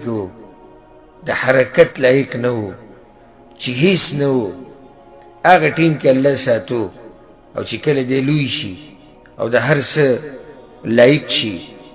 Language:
Pashto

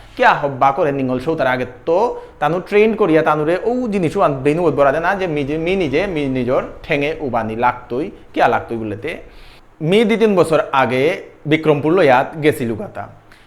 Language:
Bishnupriya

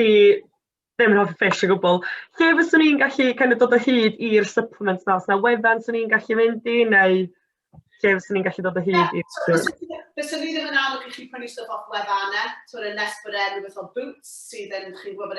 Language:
Welsh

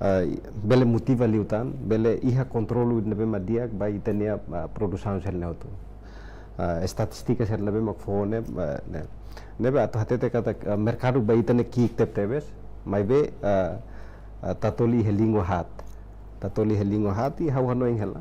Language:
Tetum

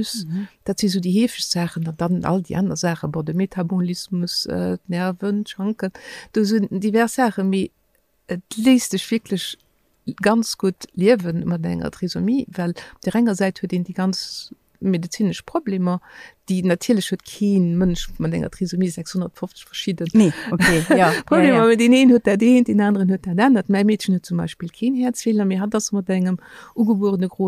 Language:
Luxembourgish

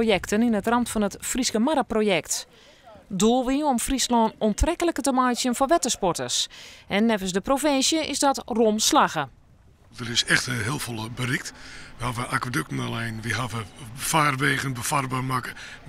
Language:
Western Frisian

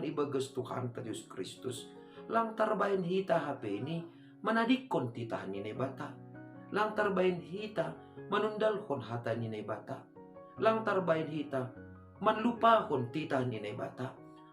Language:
Batak Simalungun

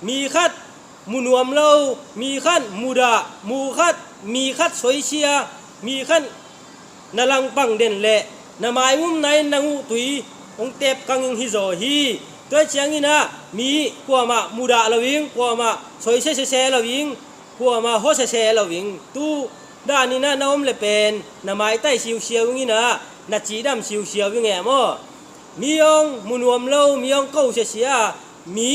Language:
Tedim Chin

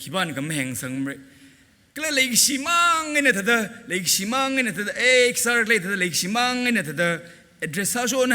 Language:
Tangkhul Naga (India)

